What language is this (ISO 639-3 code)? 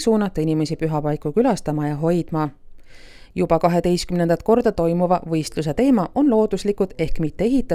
est